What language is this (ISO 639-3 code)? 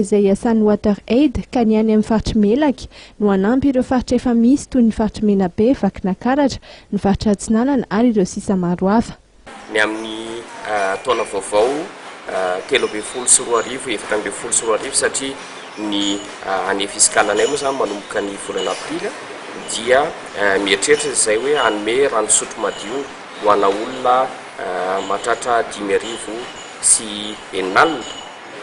mlg